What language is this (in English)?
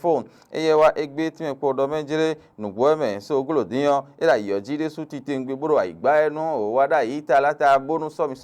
Fon